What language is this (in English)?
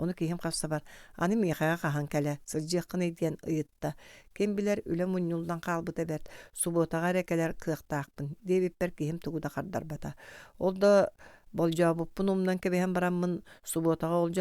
Yakut